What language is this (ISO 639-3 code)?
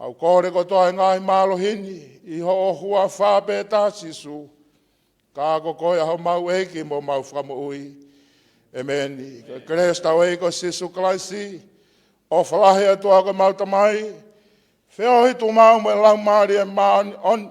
ton